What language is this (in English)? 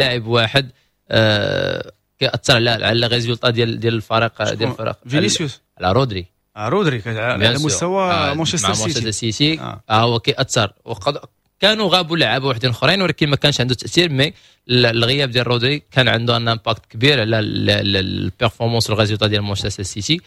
Moroccan Arabic